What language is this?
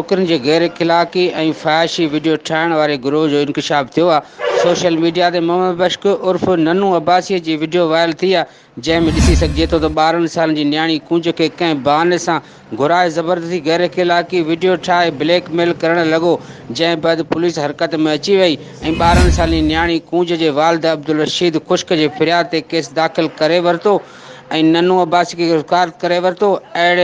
Sindhi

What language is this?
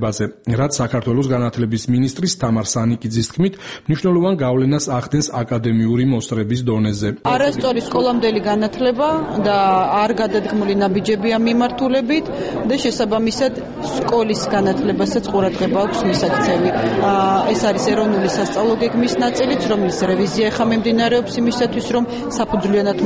Georgian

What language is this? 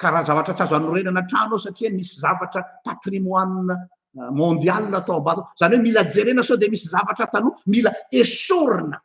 Malagasy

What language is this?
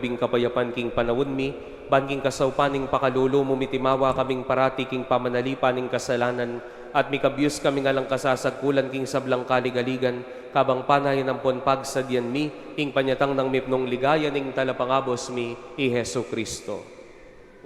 Pampanga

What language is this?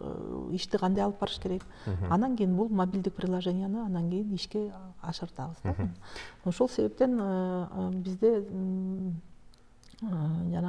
Kyrgyz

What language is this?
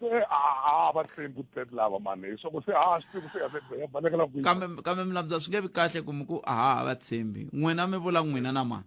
Tsonga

